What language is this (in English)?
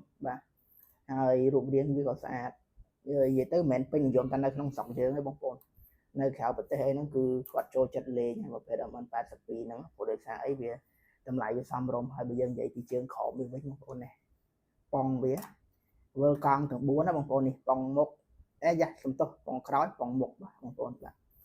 Khmer